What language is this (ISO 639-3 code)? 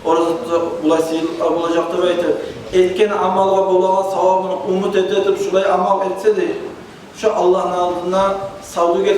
kum